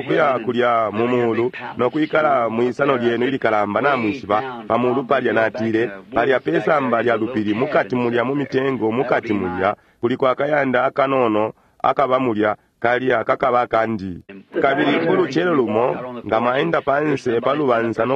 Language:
Bemba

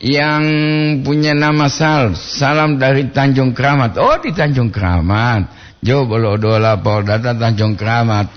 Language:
Gorontalo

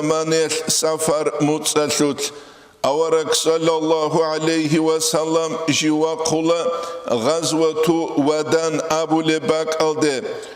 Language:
Avaric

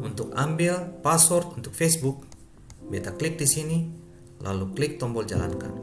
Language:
Ambonese Malay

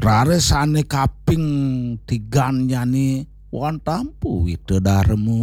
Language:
Balinese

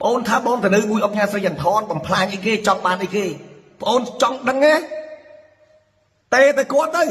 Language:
Khmer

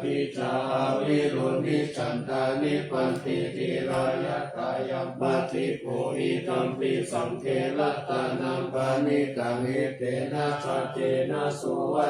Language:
Pali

